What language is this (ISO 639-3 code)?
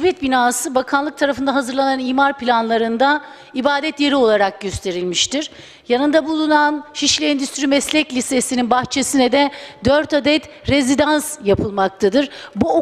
tur